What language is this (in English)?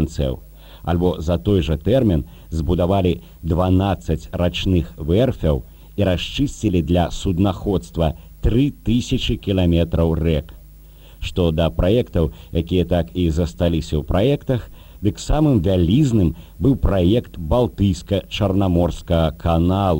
Belarusian